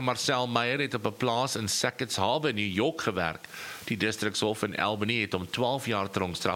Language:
Afrikaans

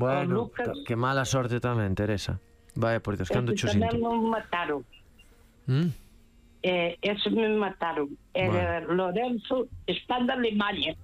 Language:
Galician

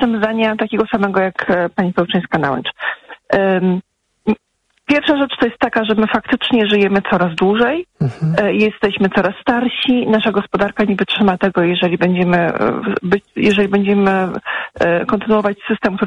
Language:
Polish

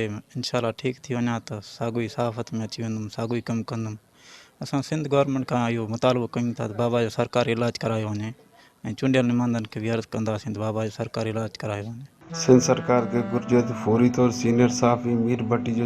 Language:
Sindhi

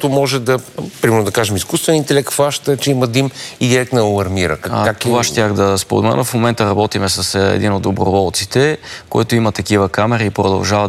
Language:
Bulgarian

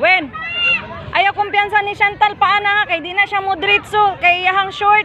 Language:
Cebuano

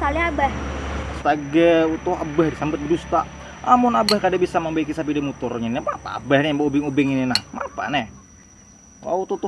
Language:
Banjar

